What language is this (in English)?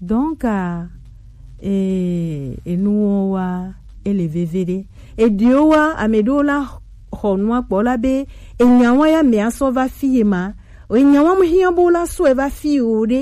Gen